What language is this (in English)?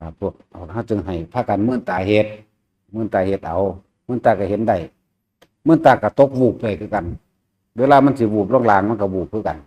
Northeastern Thai